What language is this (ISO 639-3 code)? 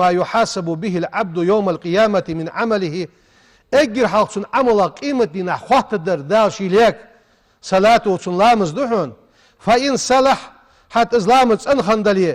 inh